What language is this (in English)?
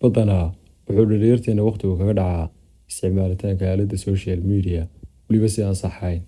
Somali